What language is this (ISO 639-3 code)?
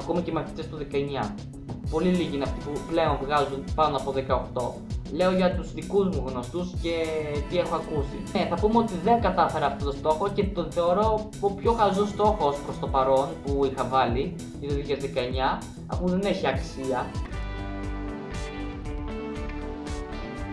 ell